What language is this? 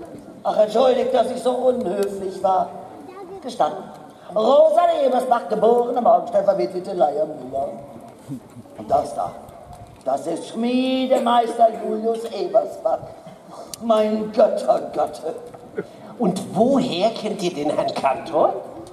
German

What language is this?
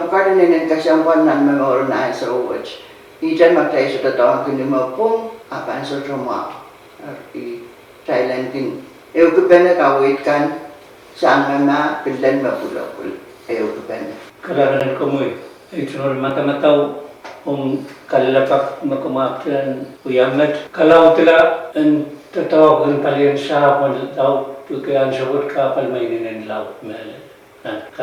Pohnpeian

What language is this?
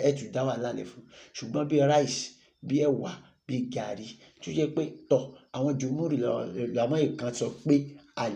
Yoruba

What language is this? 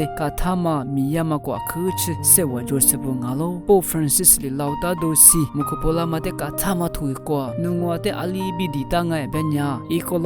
Lisu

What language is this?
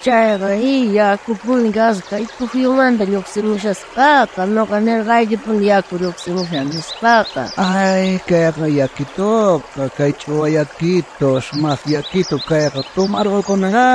South Bolivian Quechua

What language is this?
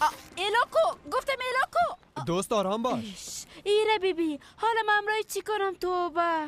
Persian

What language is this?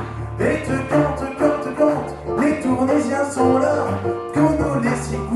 Picard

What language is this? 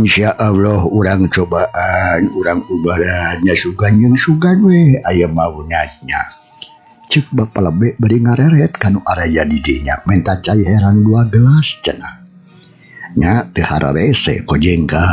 Sundanese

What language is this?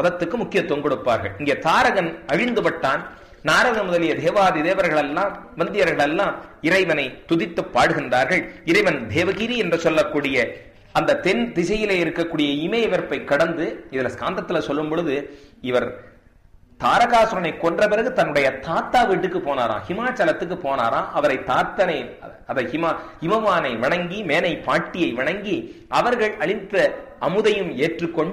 Tamil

